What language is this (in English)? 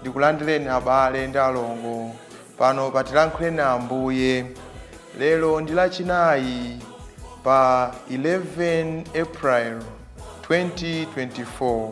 Nyanja